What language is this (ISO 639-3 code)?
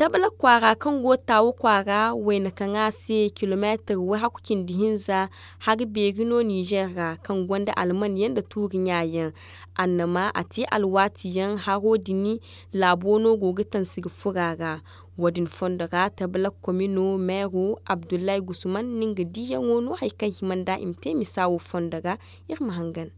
dje